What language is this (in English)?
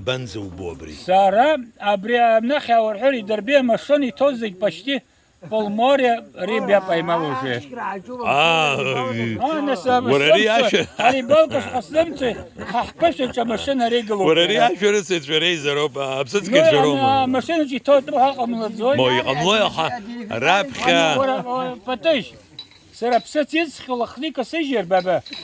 Abkhazian